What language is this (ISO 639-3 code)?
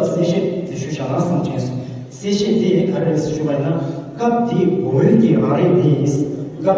bod